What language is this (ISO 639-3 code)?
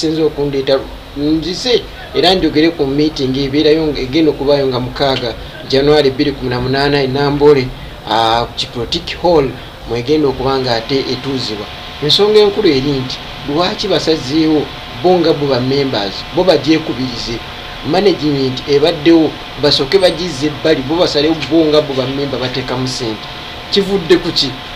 lug